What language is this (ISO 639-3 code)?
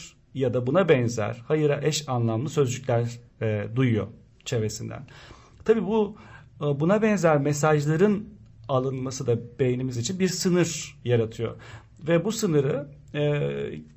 tur